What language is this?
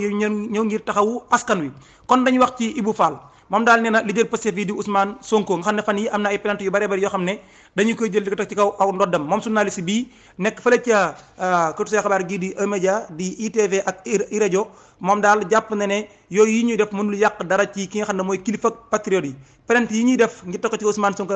Wolof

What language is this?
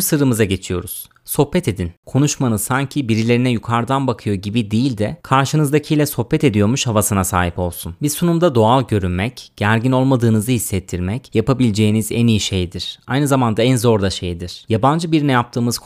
Turkish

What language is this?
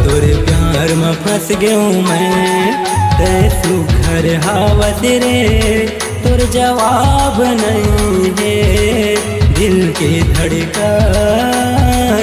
Chhattisgarhi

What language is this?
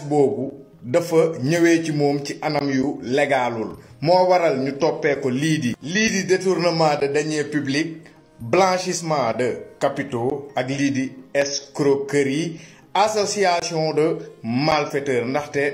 Wolof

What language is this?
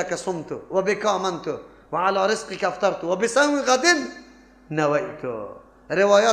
Persian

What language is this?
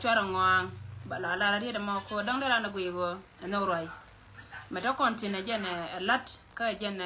Nuer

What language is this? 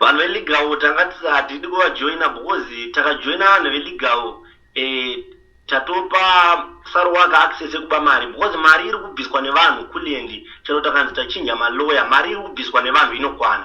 Shona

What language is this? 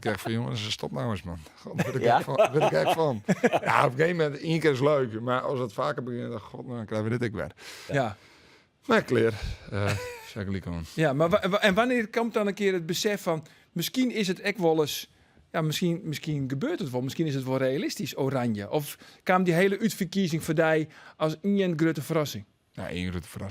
Western Frisian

